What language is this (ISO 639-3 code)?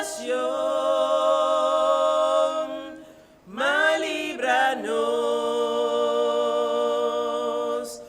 pap